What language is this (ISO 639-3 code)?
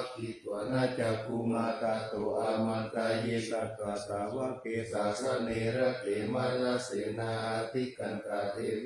pli